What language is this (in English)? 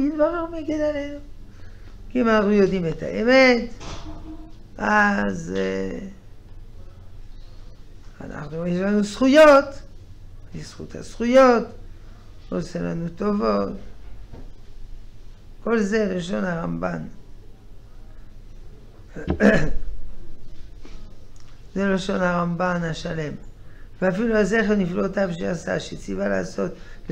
Hebrew